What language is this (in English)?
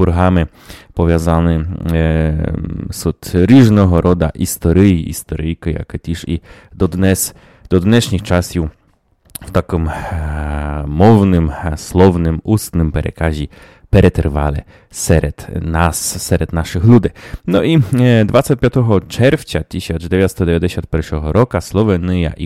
Rusyn